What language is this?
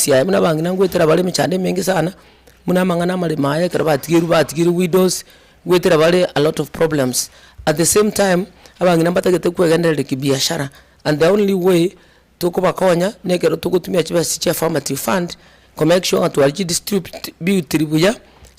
Gusii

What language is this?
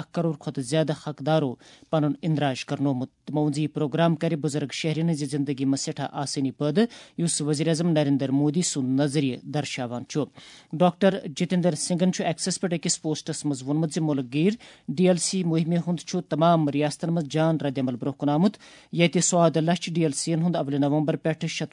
Kashmiri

